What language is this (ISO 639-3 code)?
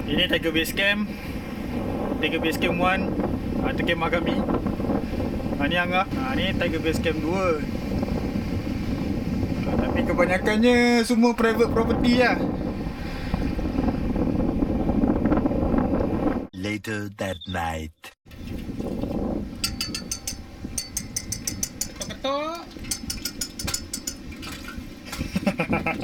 msa